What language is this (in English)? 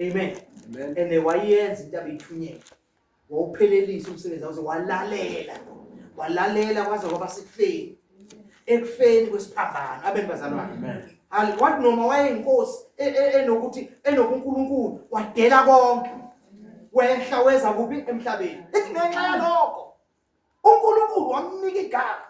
Zulu